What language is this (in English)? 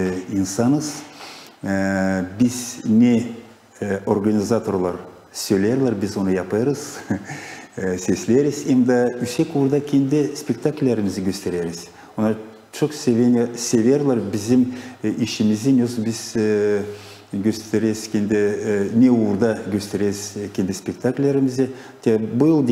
Gagauz